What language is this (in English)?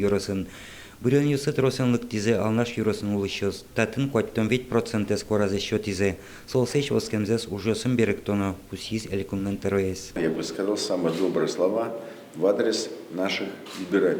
Udmurt